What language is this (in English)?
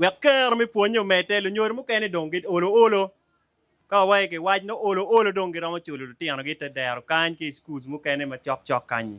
Acoli